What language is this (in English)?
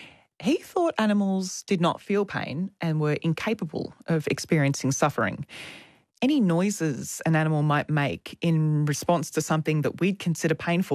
English